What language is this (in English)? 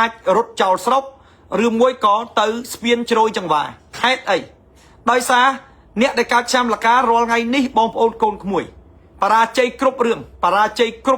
Khmer